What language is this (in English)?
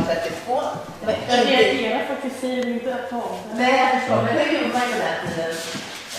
Swedish